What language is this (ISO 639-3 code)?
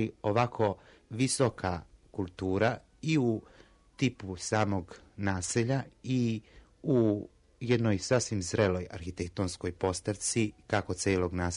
srp